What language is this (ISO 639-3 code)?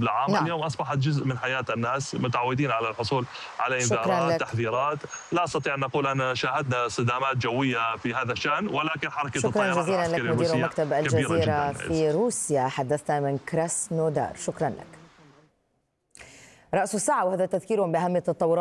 ara